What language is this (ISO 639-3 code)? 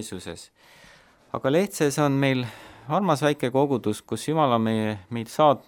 est